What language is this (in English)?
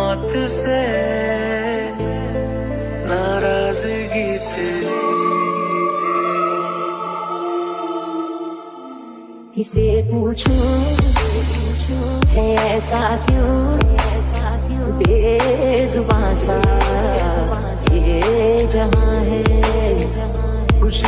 Hindi